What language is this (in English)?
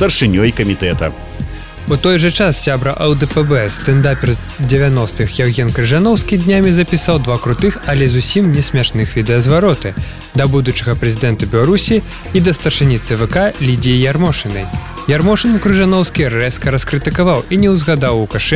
Belarusian